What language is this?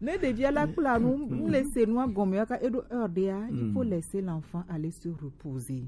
Gen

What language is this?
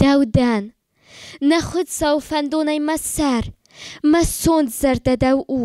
Ossetic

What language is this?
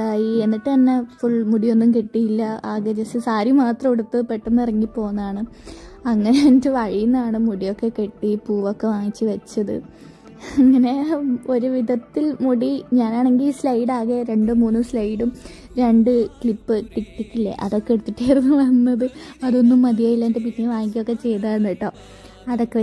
Malayalam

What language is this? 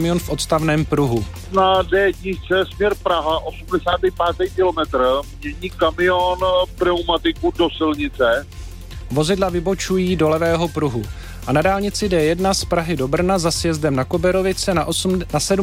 Czech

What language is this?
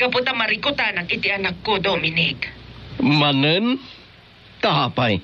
Iloko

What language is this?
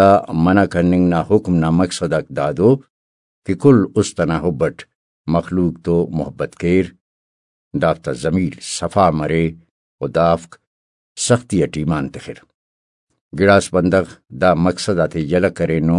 Brahui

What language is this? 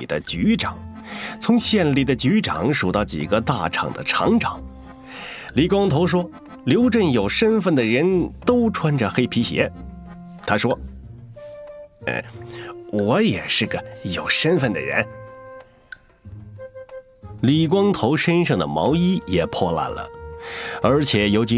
Chinese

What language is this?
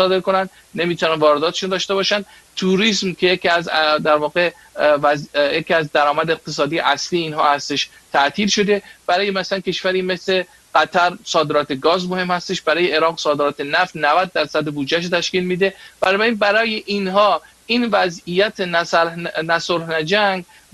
Persian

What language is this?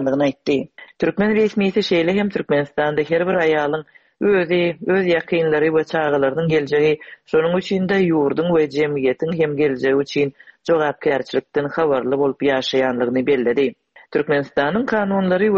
Turkmen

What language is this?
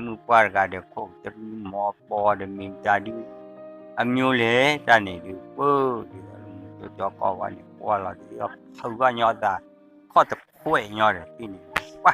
S'gaw Karen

